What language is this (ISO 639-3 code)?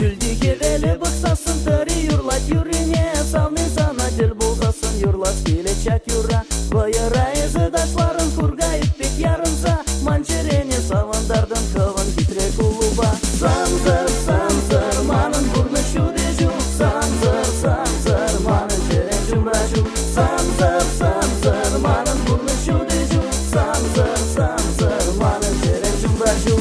chv